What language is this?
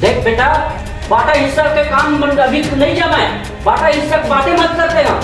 Chhattisgarhi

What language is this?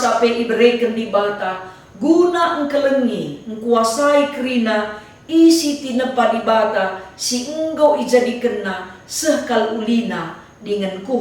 Batak Karo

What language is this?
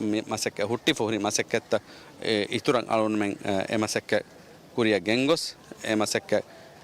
Divehi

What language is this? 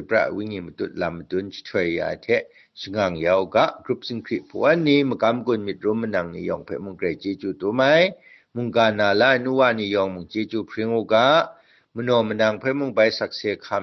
Kachin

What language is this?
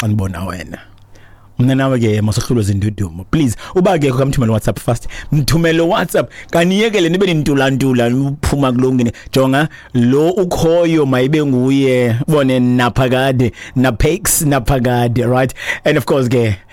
Xhosa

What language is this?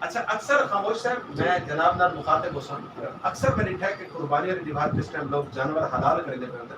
Saraiki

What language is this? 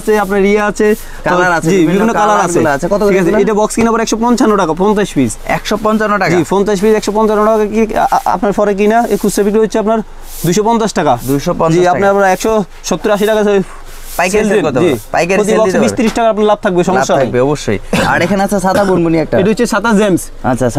Bangla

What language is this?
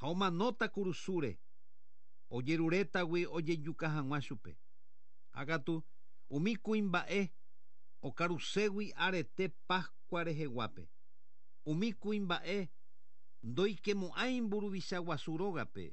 Guarani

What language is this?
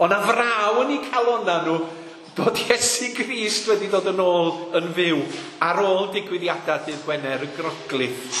Welsh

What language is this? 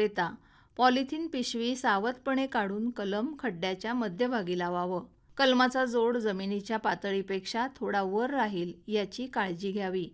Marathi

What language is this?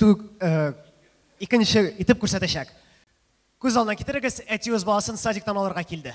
Tatar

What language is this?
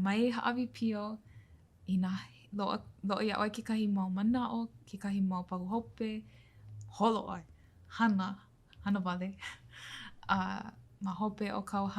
Hawaiian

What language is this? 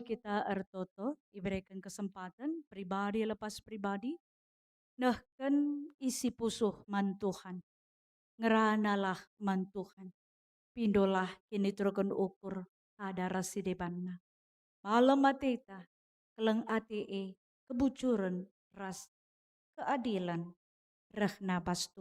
Batak Karo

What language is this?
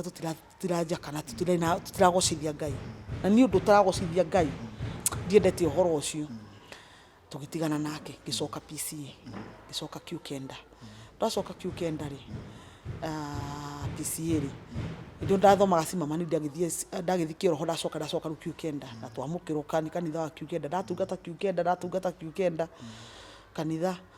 Kikuyu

